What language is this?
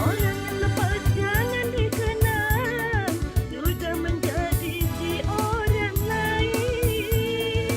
Musi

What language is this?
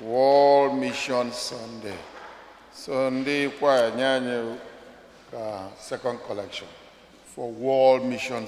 Igbo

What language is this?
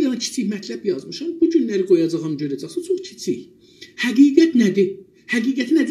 South Azerbaijani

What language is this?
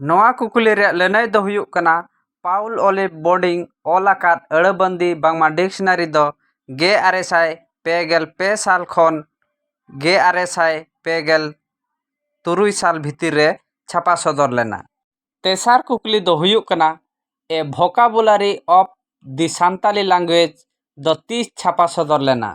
Santali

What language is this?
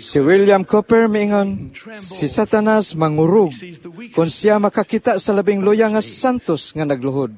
Cebuano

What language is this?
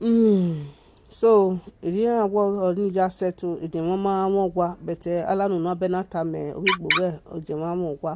Nigerian Pidgin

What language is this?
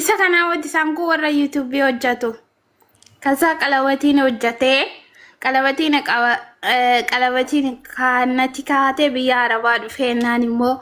Oromo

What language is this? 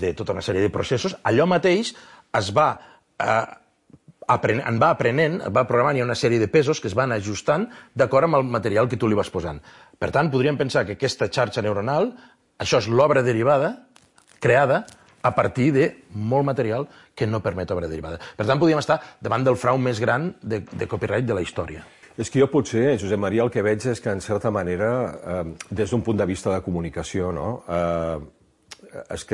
Catalan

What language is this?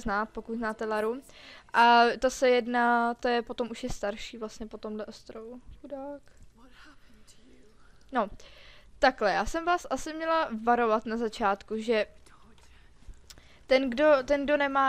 Czech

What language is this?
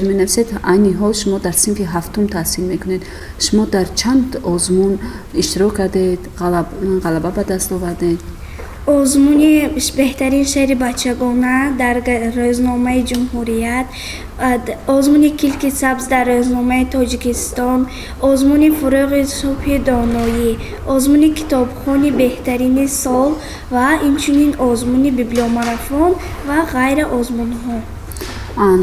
Tajik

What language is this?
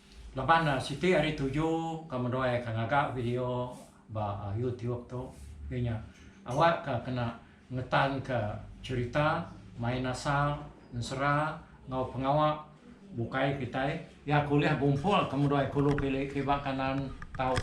Iban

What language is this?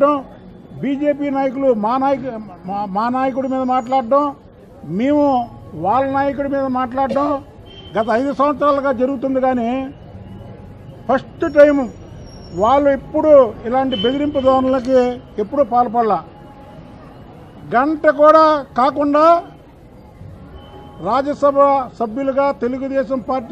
Telugu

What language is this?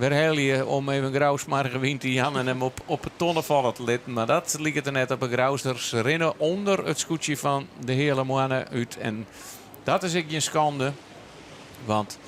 Western Frisian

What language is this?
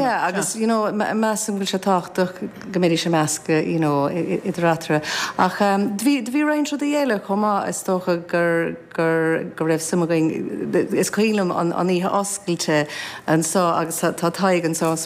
Irish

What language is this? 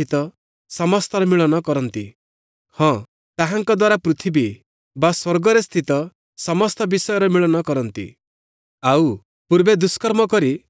Odia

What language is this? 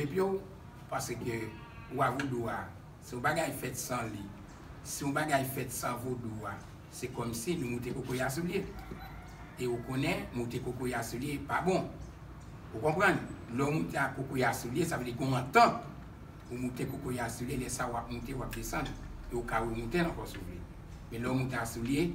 Haitian Creole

